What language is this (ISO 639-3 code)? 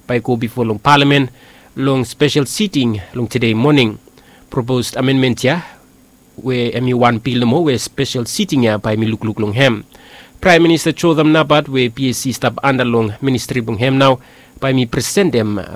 bis